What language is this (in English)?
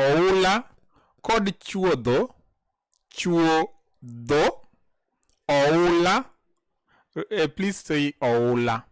Luo (Kenya and Tanzania)